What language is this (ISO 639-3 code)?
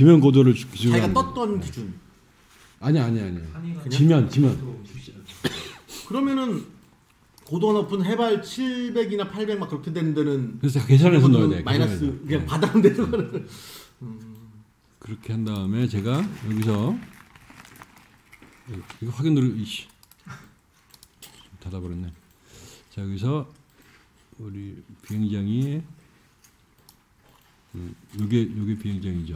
kor